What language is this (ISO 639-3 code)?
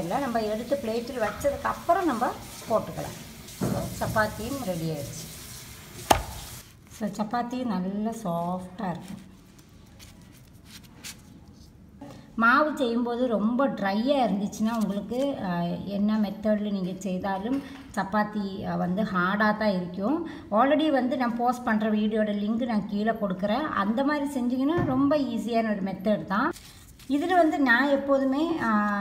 tam